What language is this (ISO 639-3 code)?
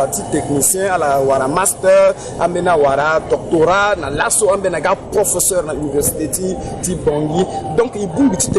sag